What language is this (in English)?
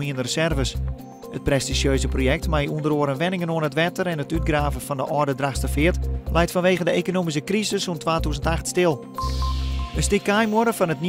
Western Frisian